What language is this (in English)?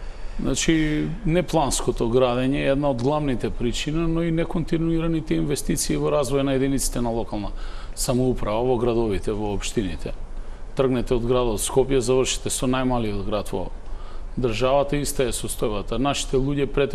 Macedonian